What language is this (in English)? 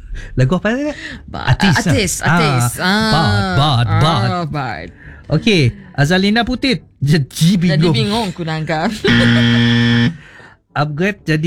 Malay